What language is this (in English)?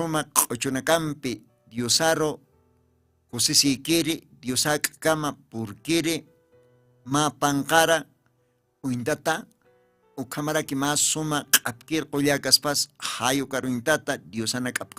Aymara